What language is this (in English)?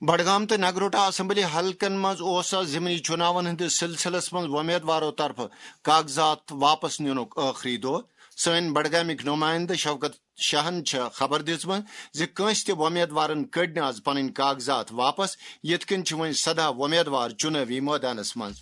Kashmiri